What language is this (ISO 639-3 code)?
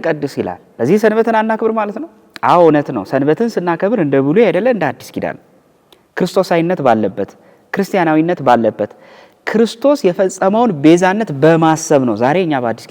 amh